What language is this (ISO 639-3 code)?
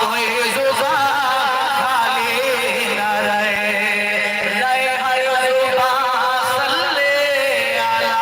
skr